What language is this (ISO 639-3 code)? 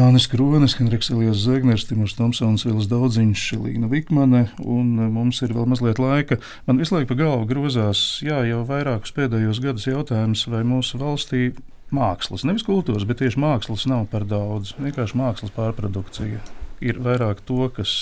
lav